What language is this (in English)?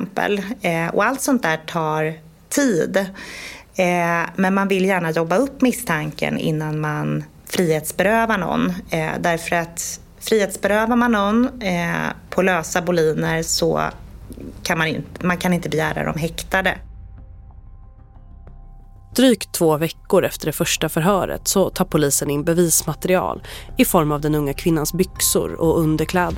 Swedish